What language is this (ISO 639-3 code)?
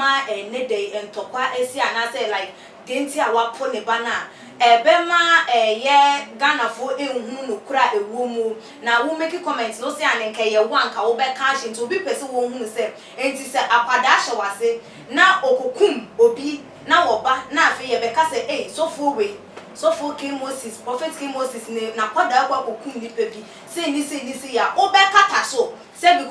aka